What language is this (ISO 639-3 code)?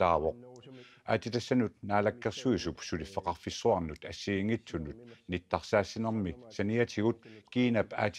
kal